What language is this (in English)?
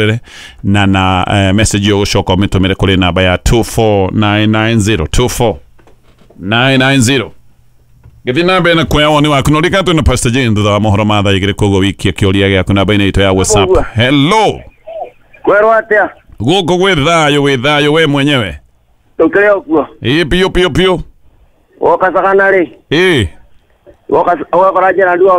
Kikuyu